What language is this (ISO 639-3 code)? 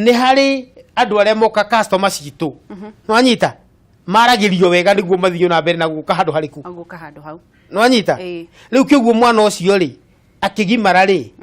kik